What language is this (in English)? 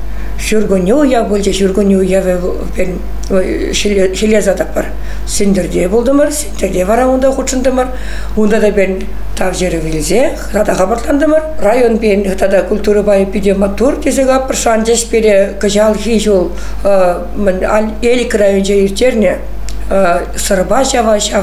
Chuvash